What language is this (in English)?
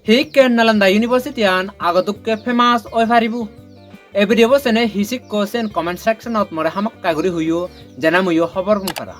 Chakma